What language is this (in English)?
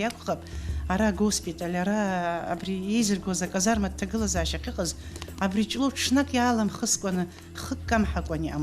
Abkhazian